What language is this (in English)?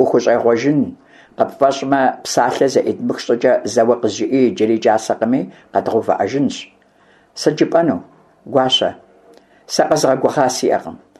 Kabardian